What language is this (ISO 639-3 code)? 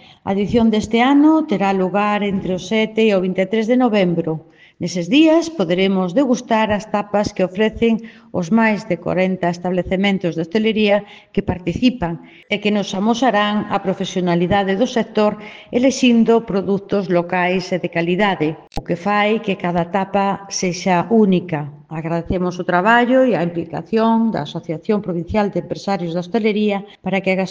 glg